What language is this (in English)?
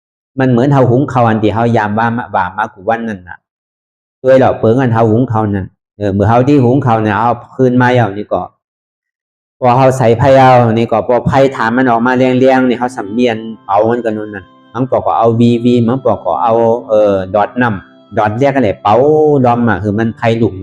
Shan